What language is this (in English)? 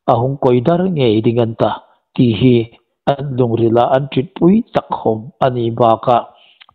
Hmar